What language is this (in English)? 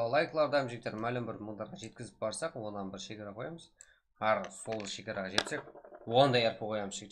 Kara-Kalpak